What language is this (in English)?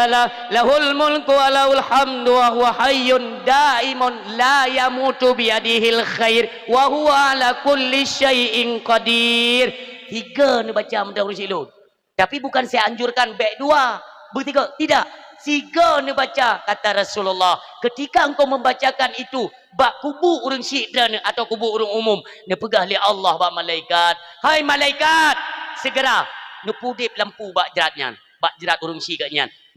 Achinese